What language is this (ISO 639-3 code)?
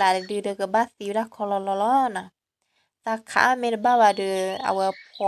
ksw